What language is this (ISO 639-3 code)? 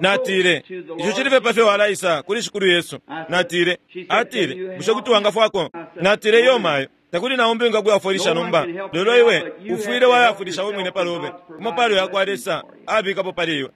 bem